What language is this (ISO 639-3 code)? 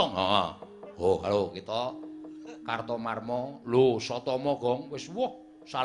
jav